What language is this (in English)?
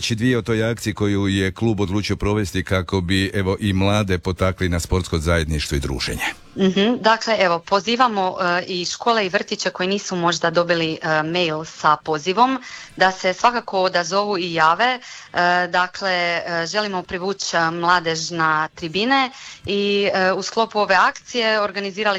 Croatian